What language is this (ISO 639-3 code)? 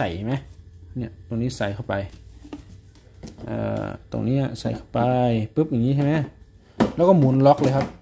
tha